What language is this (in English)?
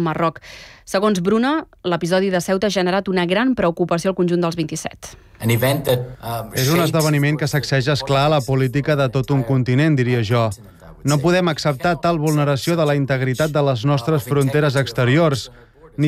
Catalan